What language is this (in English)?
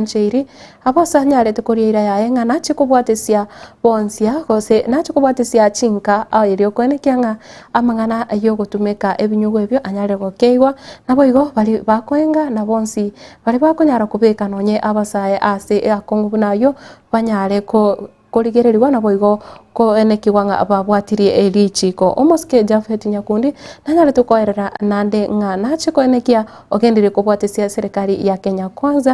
Gusii